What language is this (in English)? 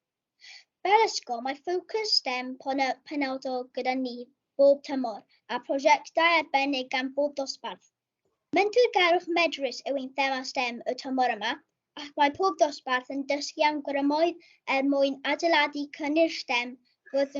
Welsh